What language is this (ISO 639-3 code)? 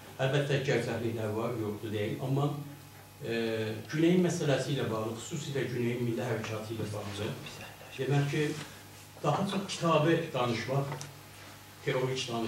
azb